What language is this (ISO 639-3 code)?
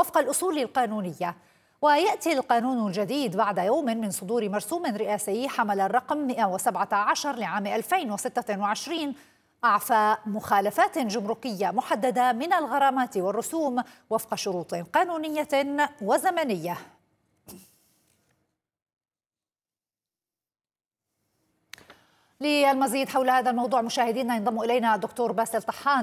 ara